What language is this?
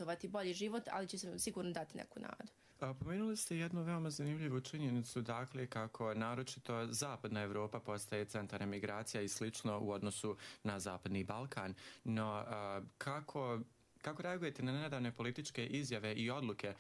Croatian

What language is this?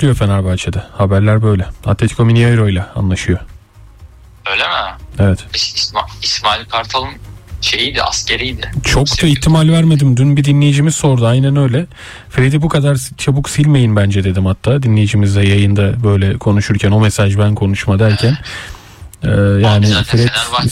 Turkish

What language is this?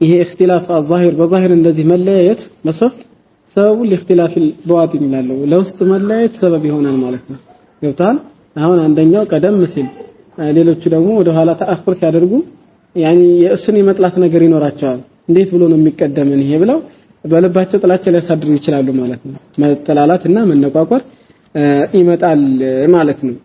Amharic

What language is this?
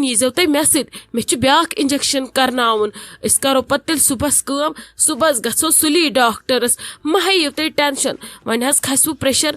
Kashmiri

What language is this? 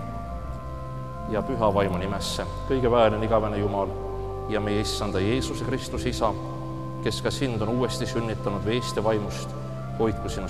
Estonian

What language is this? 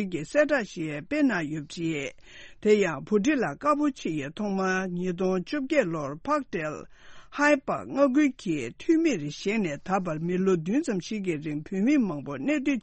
Tibetan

